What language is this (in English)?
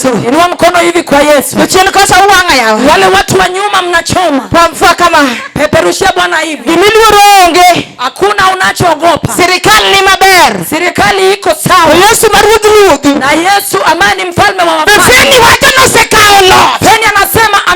Luo (Kenya and Tanzania)